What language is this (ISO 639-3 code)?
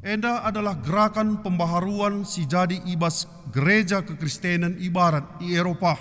btx